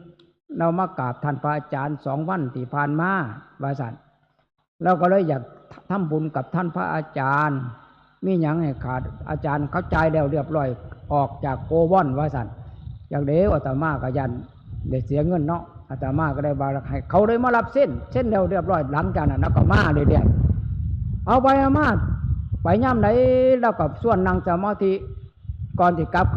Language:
Northeastern Thai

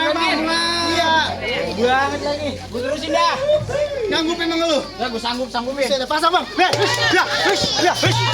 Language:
Betawi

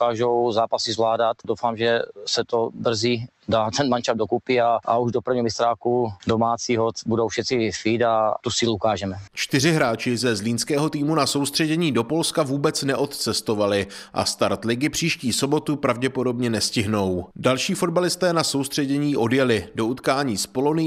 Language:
Czech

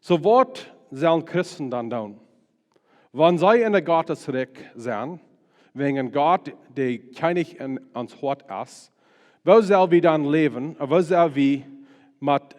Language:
Plautdietsch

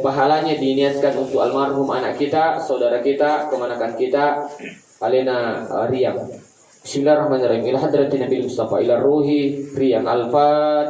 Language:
Buginese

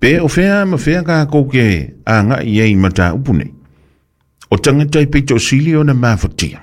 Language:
Samoan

